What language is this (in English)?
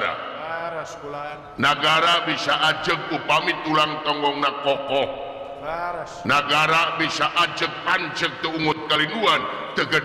Sundanese